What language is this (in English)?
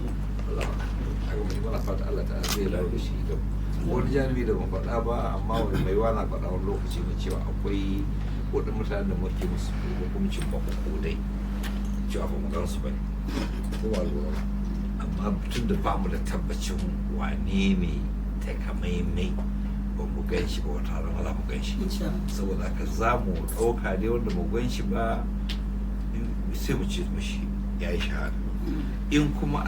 Hausa